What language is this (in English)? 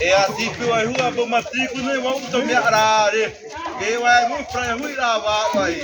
Xavánte